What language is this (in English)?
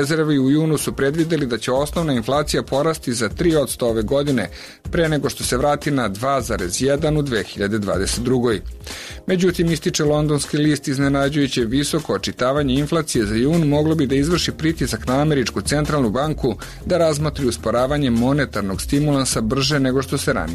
Serbian